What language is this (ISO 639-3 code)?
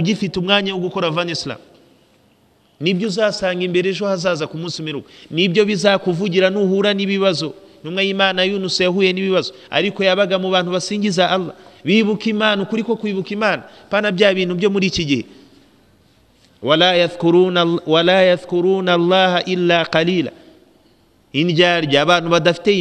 kin